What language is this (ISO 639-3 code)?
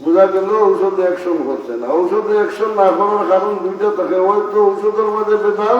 syl